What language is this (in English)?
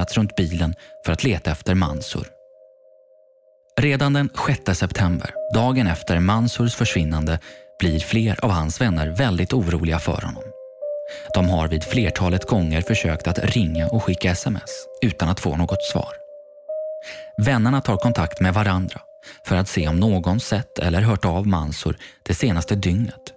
Swedish